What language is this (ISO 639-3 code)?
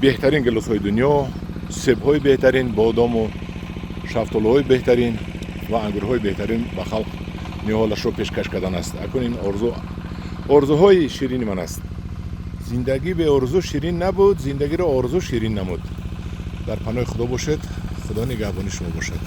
tgk